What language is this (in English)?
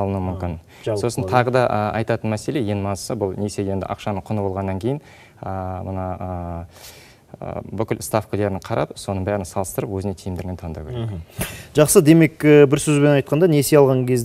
Kazakh